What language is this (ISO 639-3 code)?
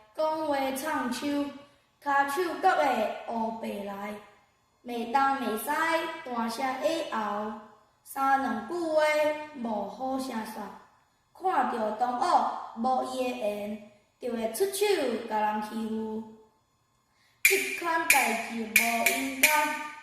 nan